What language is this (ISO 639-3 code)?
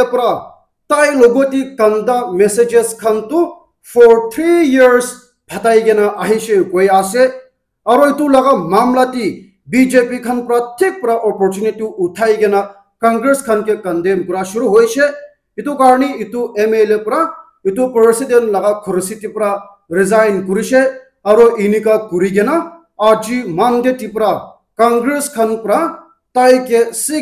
nag